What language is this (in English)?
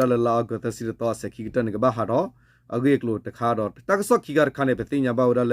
S'gaw Karen